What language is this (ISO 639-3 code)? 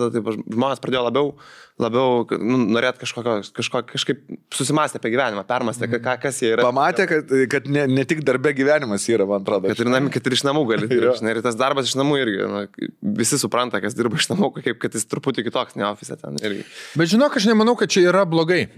lit